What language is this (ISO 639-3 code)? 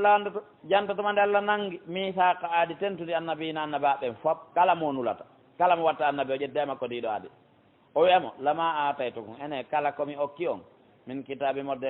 fuf